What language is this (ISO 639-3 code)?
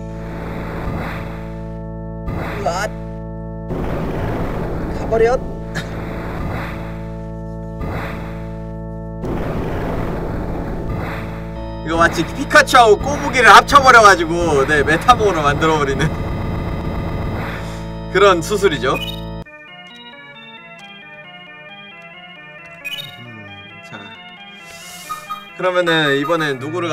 kor